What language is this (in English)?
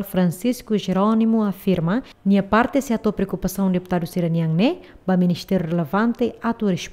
Tetum